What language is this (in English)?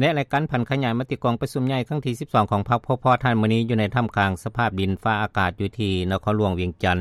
Lao